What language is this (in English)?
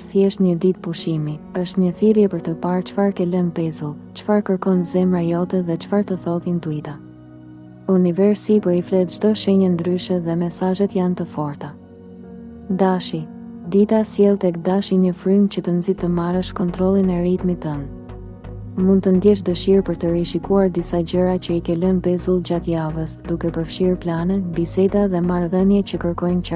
Albanian